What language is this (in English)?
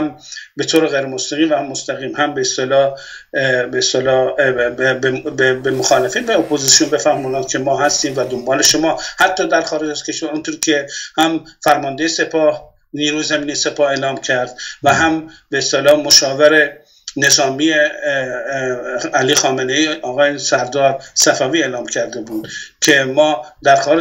Persian